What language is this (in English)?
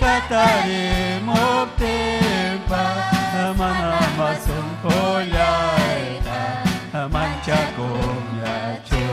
Ayacucho Quechua